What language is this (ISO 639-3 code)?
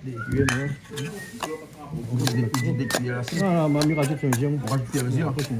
rcf